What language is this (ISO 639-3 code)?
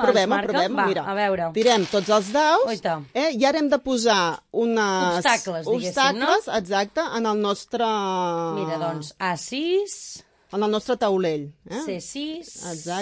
cat